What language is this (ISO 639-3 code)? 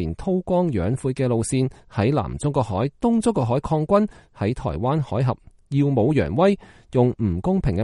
yue